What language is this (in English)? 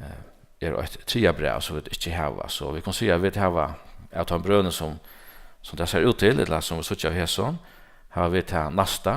Faroese